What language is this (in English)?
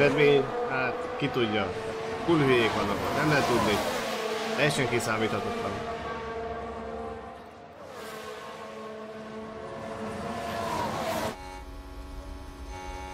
Hungarian